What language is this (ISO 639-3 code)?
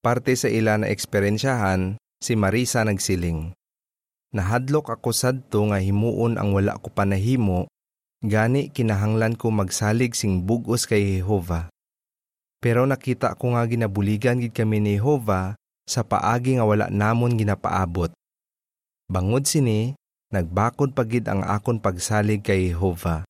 hil